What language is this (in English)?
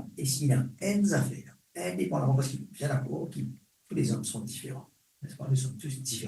Morisyen